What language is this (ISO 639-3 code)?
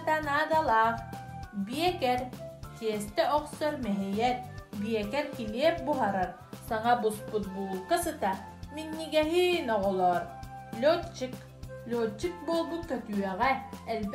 sah